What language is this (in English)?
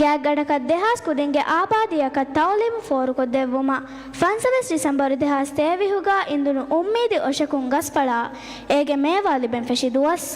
Divehi